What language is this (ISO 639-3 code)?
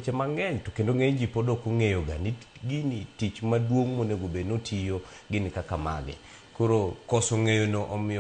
luo